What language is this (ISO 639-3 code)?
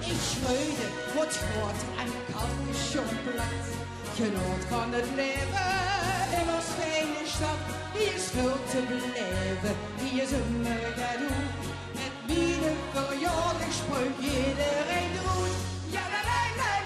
lim